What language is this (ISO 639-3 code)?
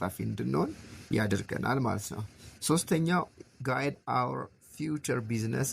amh